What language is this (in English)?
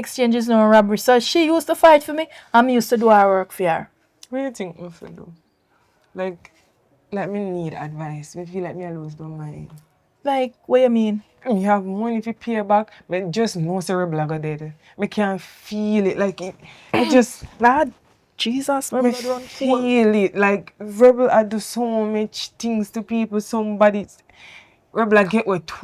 Jamaican Creole English